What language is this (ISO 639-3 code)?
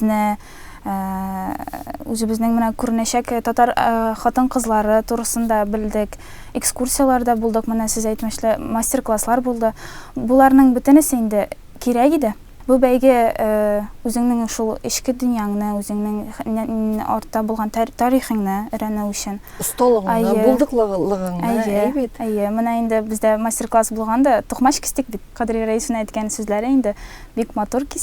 tat